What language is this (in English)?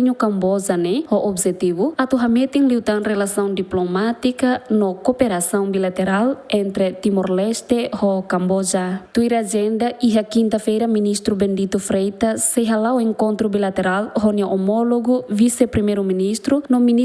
Tetum